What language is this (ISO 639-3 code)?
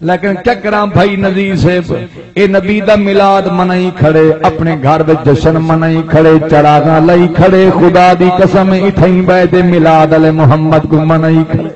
skr